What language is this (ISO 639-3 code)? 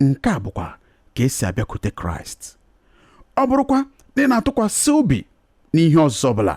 ibo